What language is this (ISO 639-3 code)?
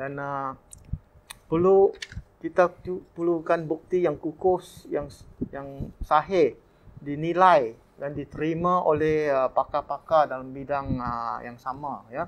msa